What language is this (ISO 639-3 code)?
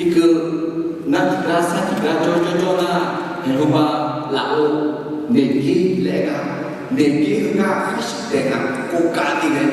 ahk